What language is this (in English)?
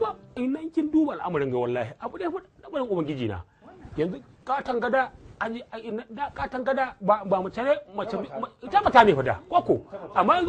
Hausa